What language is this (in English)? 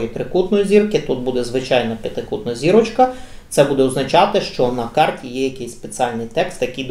Ukrainian